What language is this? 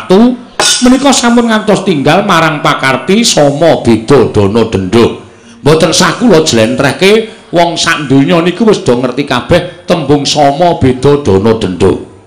Javanese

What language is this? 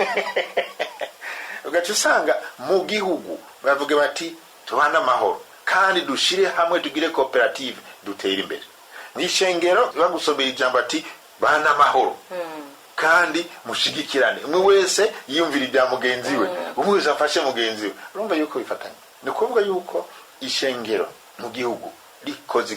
Rundi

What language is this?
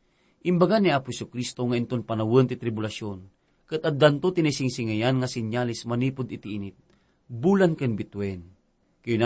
Iloko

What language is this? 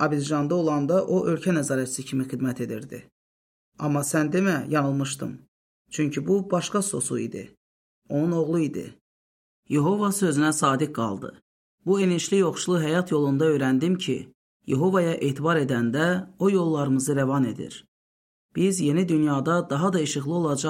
Azerbaijani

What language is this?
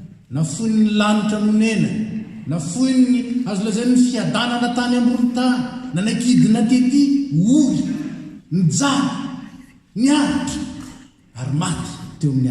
Malagasy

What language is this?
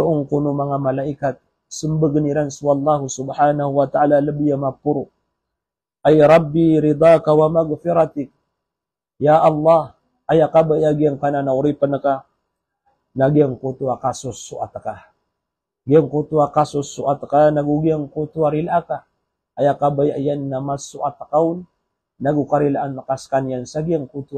Maranao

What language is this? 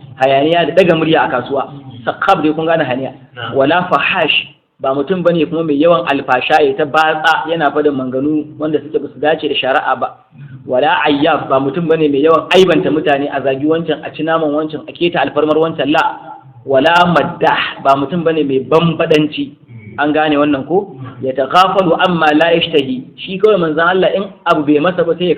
Hausa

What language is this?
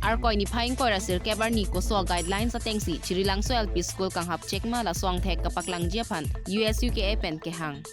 Karbi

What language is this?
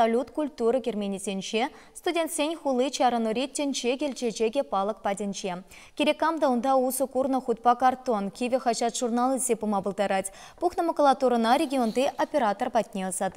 Chuvash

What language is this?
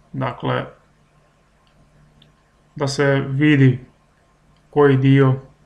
Croatian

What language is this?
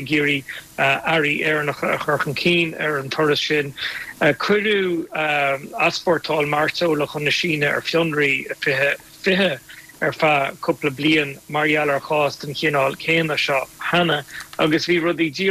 Irish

